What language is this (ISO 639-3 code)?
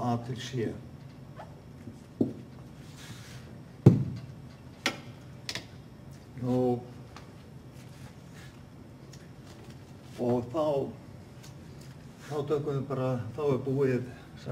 isl